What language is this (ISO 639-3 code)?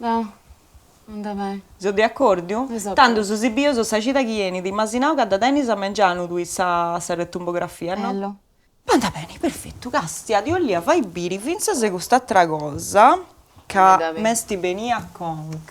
srd